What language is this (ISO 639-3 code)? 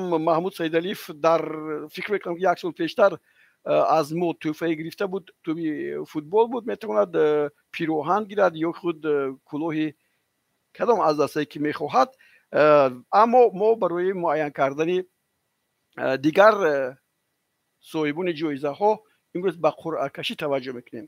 tgk